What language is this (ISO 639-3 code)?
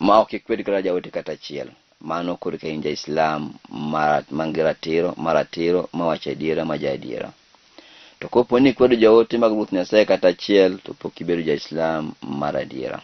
luo